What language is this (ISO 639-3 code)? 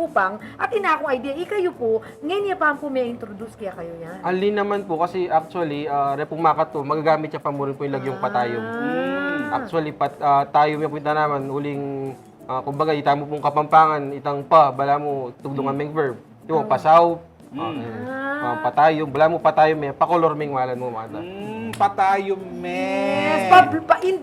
pam